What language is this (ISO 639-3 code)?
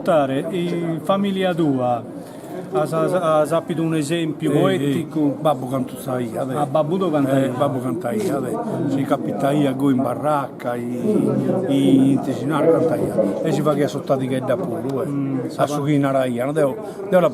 srd